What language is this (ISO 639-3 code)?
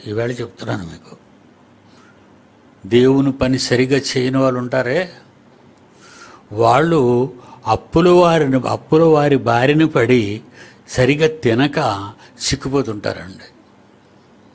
tel